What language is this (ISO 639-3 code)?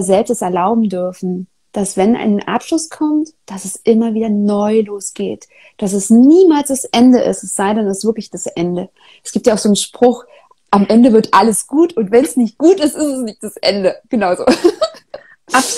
deu